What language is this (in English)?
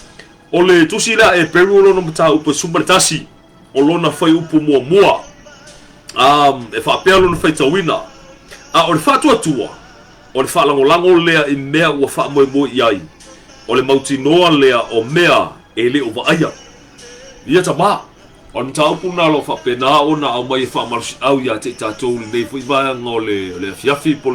Samoan